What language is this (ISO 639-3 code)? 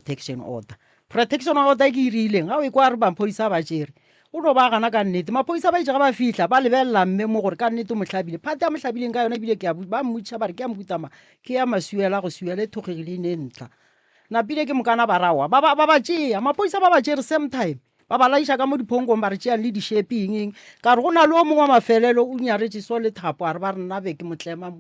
nso